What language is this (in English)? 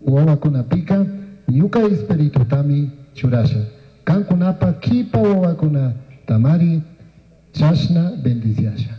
Chimborazo Highland Quichua